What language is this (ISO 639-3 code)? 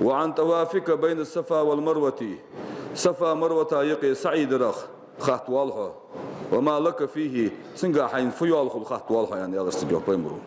inh